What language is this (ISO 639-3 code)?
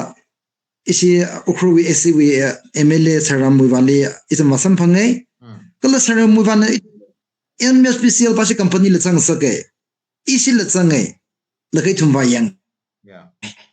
nmf